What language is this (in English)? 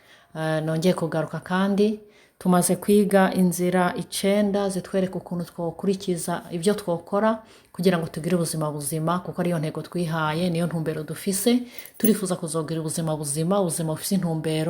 Rundi